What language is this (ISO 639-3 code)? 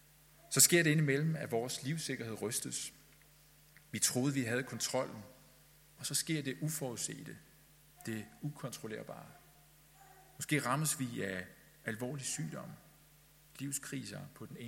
dan